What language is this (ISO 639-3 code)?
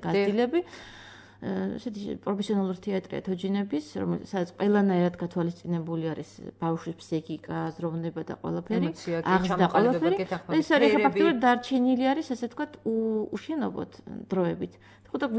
kat